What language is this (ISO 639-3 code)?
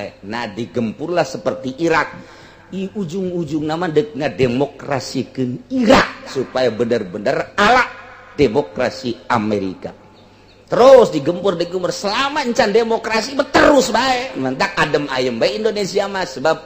sun